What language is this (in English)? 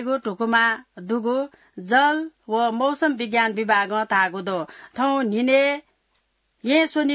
Newari